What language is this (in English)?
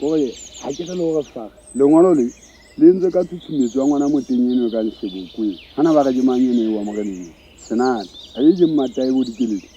Southern Sotho